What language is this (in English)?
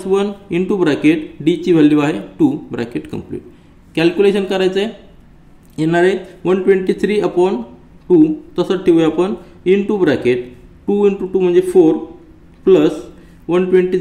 Marathi